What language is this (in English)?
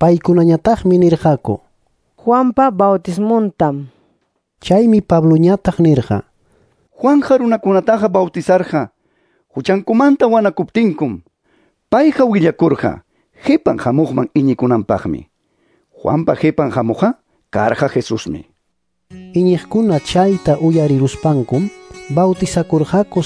Ayacucho Quechua